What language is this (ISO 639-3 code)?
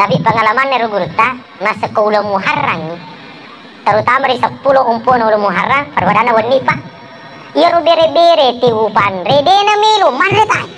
bug